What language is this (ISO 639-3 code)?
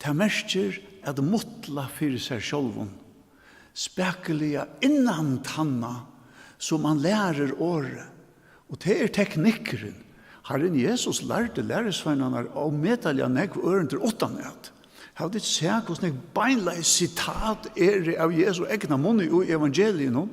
fao